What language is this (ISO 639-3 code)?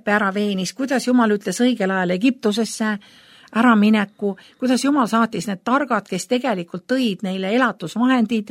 est